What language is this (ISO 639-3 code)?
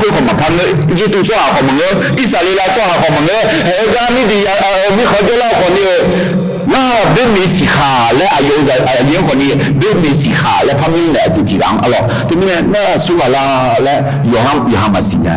ahk